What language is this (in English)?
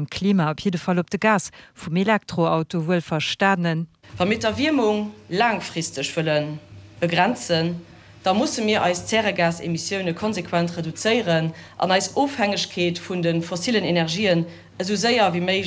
Luxembourgish